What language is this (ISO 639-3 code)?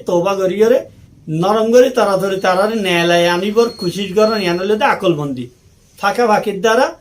rhg